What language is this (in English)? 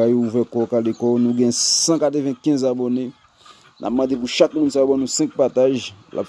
Haitian Creole